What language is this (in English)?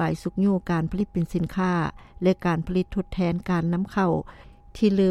Lao